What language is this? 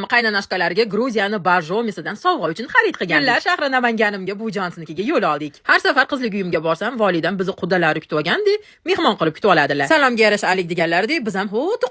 Uzbek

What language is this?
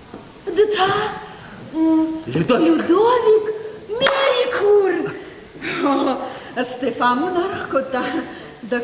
Ossetic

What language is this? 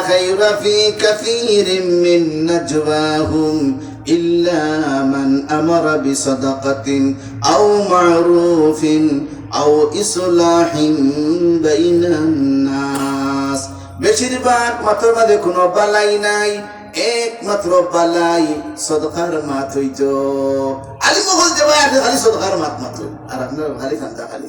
Sylheti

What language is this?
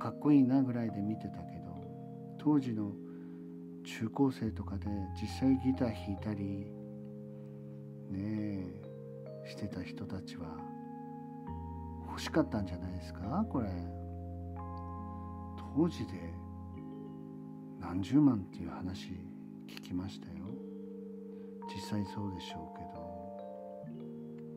Japanese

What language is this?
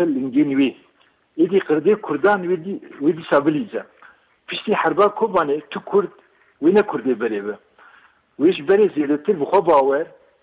Kurdish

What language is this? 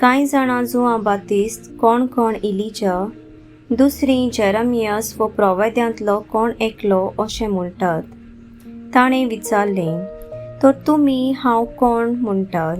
Konkani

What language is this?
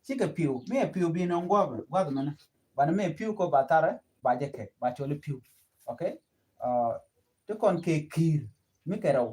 Nuer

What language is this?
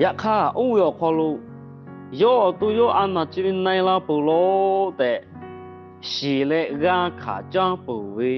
Lahu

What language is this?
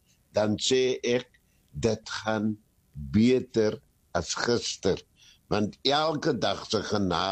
Afrikaans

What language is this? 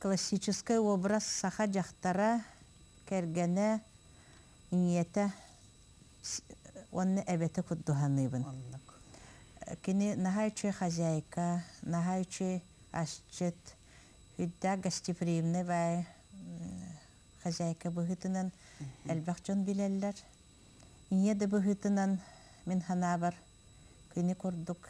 Yakut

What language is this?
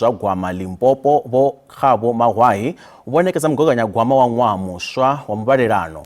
Venda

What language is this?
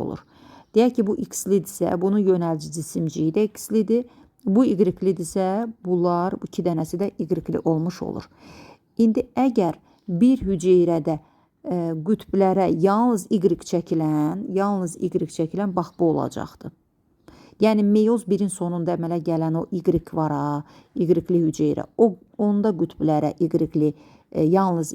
Azerbaijani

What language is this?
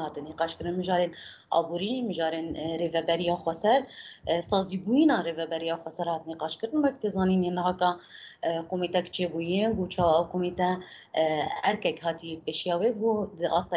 Kurdish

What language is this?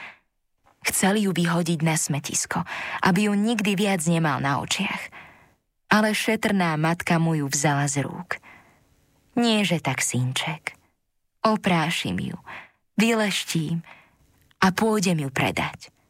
Slovak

